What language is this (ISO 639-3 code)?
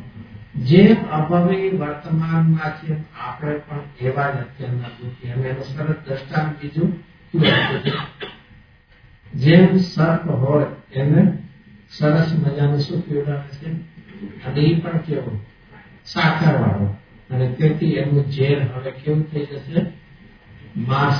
guj